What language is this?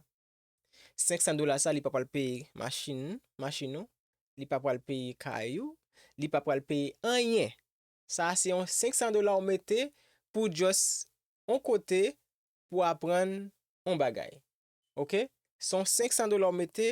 Haitian Creole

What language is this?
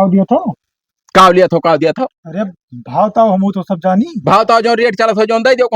Awadhi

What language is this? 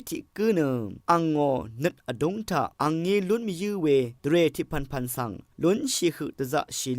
Rawang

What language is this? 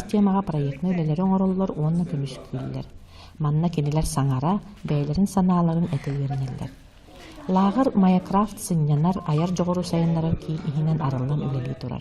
Yakut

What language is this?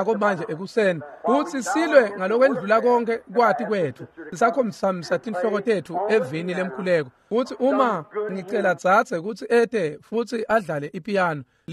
Swati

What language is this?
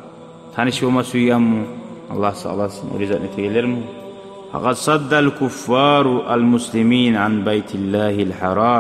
Kumyk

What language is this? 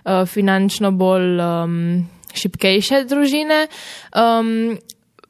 Slovenian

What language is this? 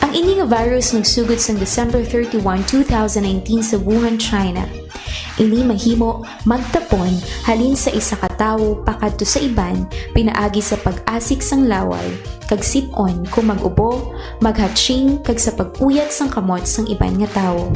Hiligaynon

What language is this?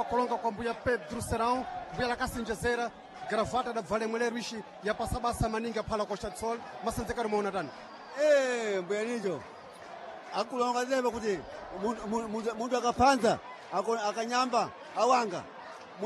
Sena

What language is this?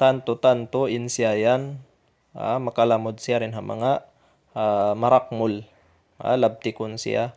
Tausug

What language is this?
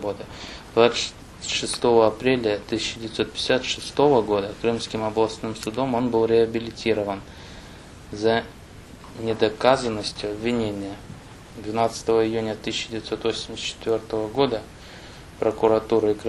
Crimean Tatar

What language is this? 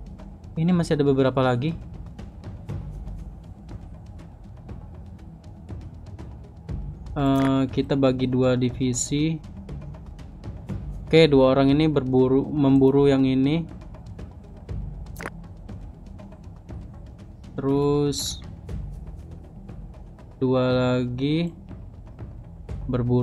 Indonesian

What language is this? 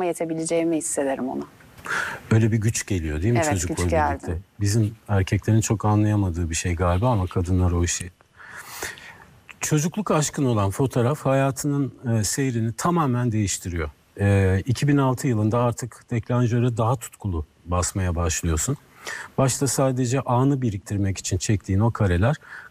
Turkish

